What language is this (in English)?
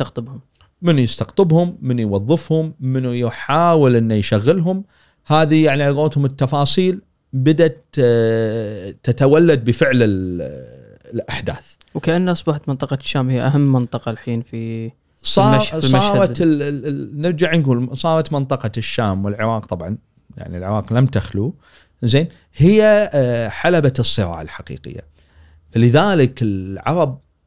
Gulf Arabic